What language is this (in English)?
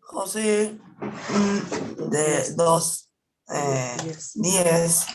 Guarani